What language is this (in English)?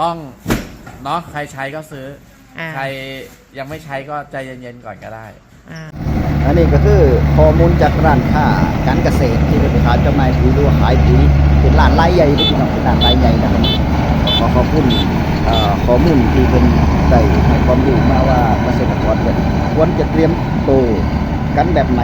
Northeastern Thai